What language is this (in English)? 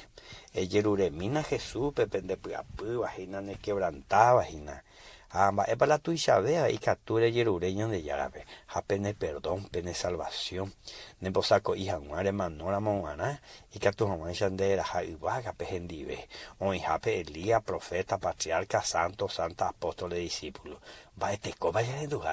Guarani